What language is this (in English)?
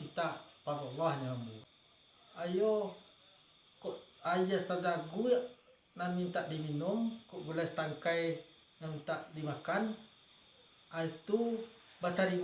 Minangkabau